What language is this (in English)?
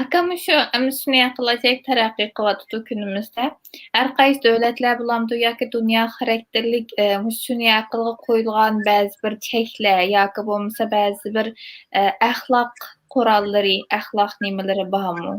Uyghur